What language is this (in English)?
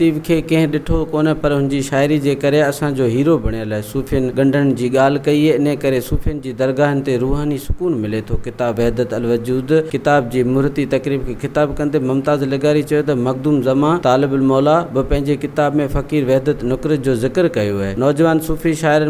Sindhi